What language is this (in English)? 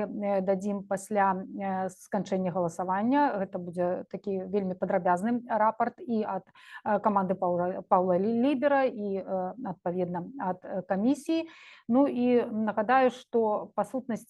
Belarusian